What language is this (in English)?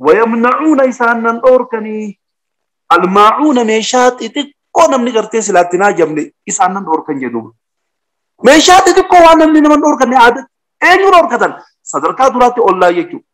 Oromo